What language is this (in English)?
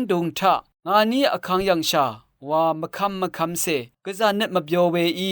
Rawang